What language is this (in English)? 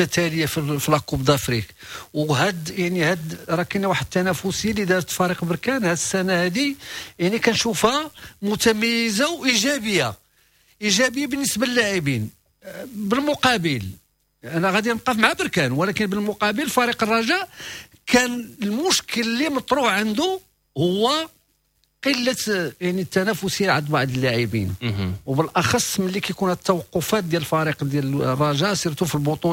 Moroccan Arabic